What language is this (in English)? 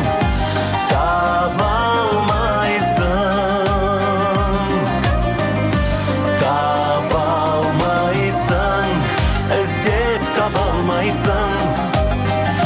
Kazakh